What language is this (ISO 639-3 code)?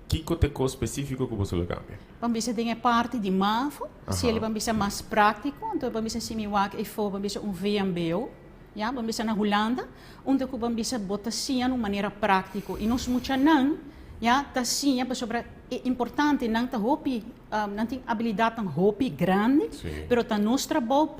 pap